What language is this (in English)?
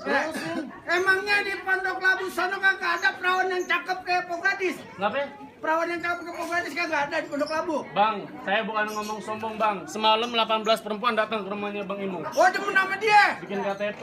Betawi